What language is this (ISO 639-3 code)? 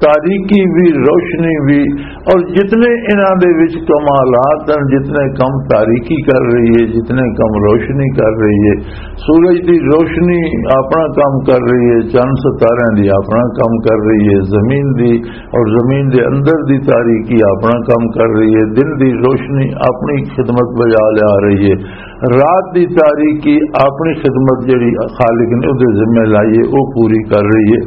lah